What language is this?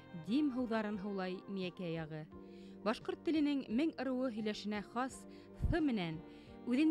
Bashkir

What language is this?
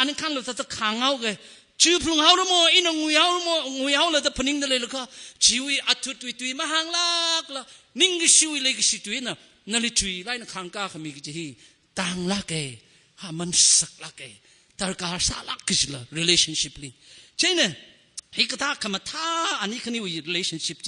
Tangkhul Naga (India)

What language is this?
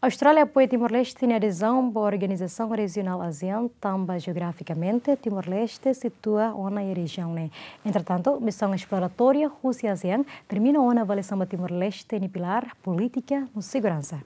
Tetum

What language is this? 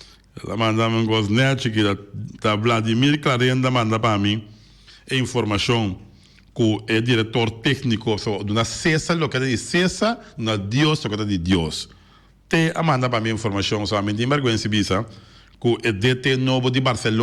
Papiamento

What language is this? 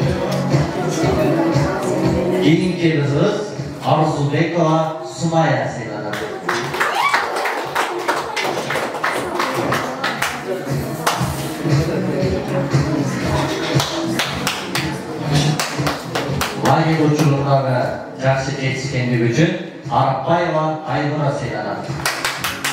Kyrgyz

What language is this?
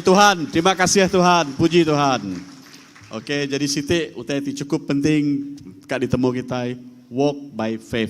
Iban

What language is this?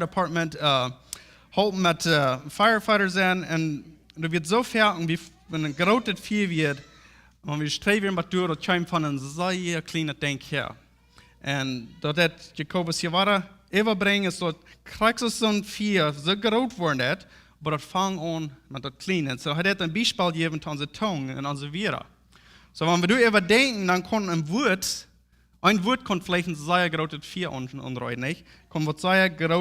Plautdietsch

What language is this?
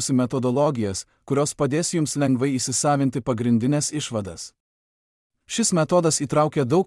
Lithuanian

